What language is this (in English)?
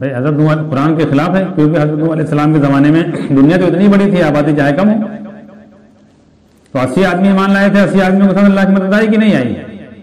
Urdu